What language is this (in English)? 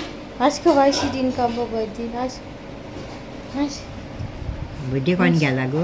Konkani